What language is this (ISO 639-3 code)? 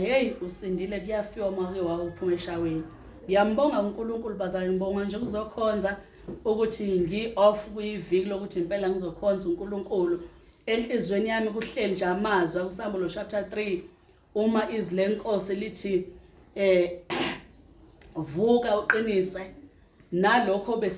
zul